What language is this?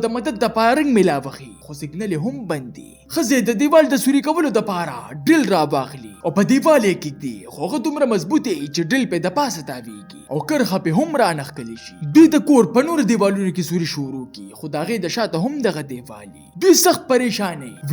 Pashto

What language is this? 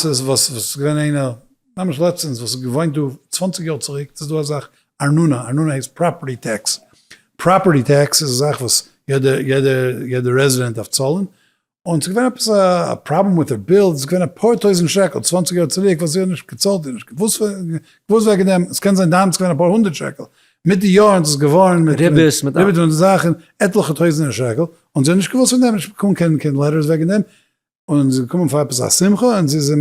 Yiddish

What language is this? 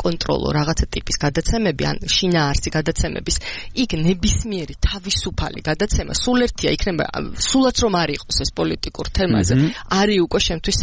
Georgian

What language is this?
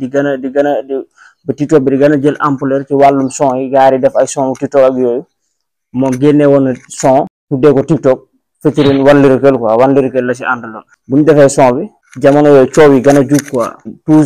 Wolof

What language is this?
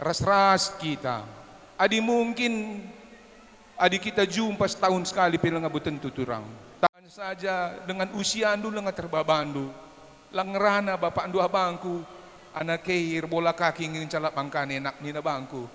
Batak Karo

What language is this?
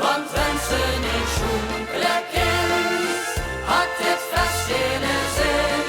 Limburgish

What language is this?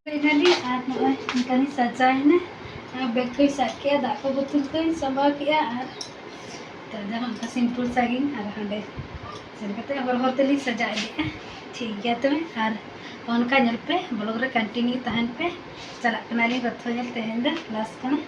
Santali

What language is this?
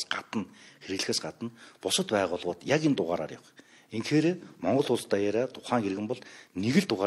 Mongolian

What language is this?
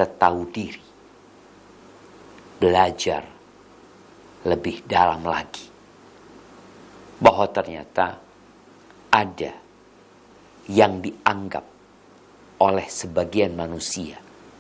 Indonesian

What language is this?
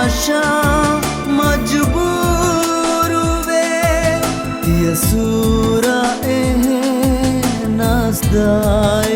Divehi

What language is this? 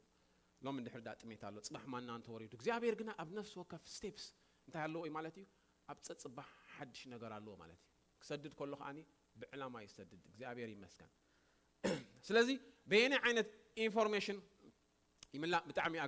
Tigrinya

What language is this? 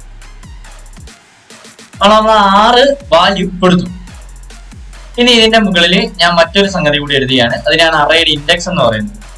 Malayalam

